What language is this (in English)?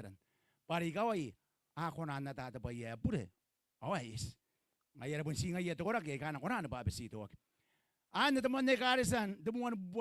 Gilbertese